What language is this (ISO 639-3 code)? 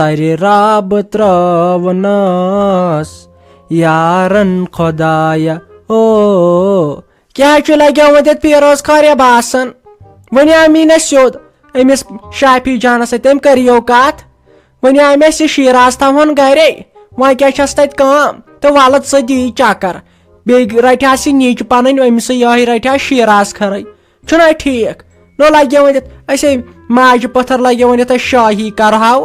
kas